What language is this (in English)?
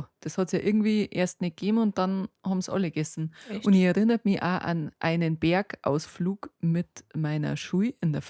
Bavarian